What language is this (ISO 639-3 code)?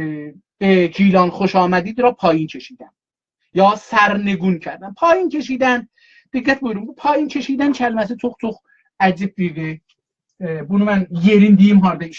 azb